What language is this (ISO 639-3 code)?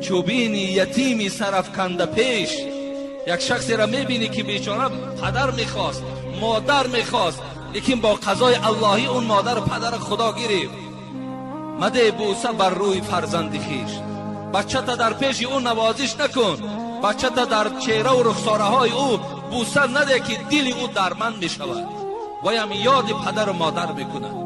tgk